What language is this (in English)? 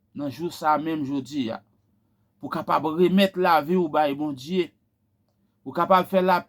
Haitian Creole